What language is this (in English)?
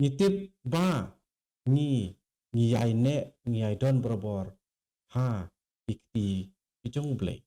Khasi